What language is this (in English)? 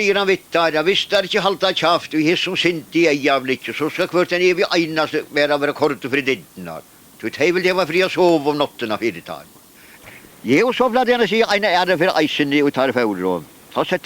Faroese